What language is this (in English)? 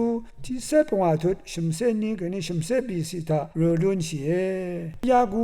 Rawang